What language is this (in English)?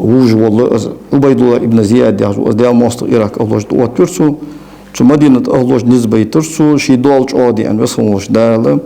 Ingush